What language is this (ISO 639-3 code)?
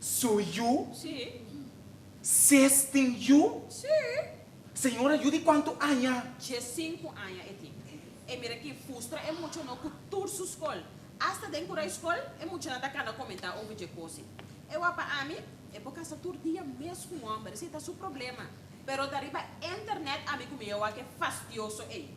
pap